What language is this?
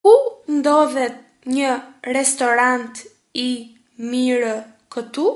Albanian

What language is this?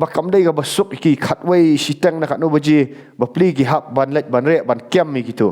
Khasi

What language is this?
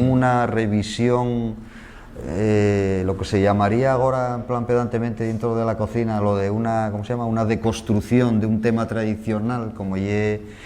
Asturian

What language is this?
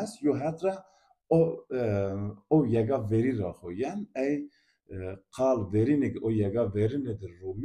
Zaza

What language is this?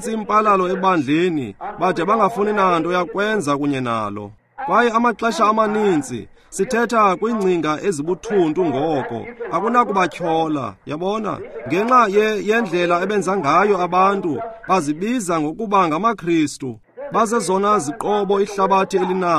Xhosa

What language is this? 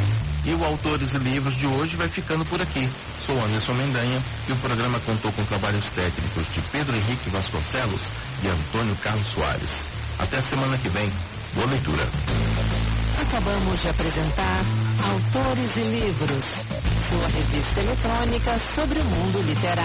Portuguese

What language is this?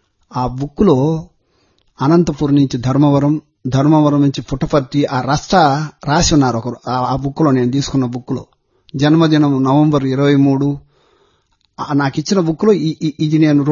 Telugu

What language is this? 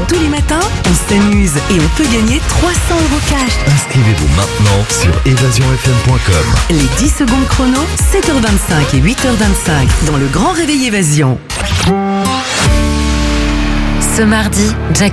French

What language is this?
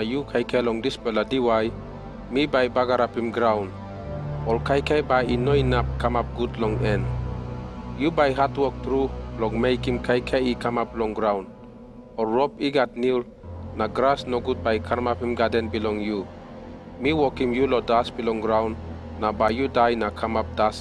Tok Pisin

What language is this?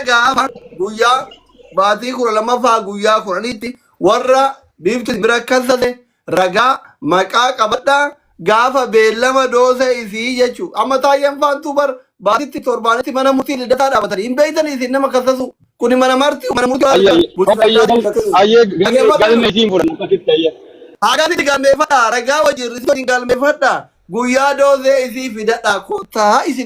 Oromo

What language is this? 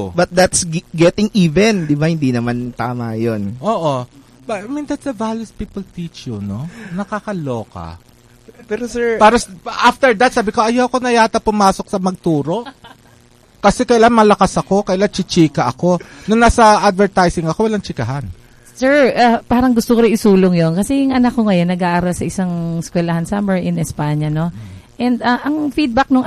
Filipino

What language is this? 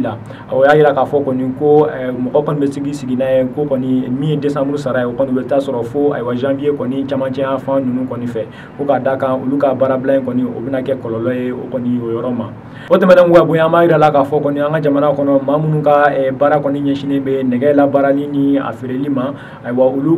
Bambara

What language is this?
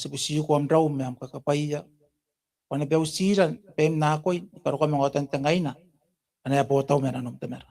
Gilbertese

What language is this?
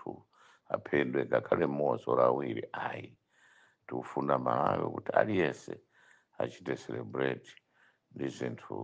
Nyanja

